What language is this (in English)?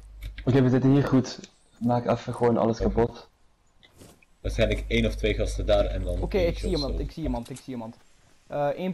Dutch